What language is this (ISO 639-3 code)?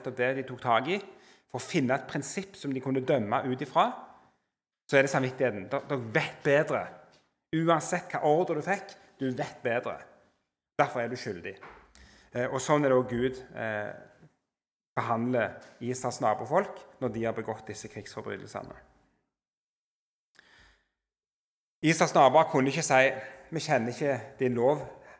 nor